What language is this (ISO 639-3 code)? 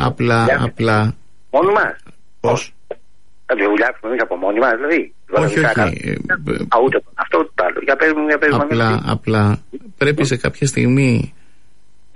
ell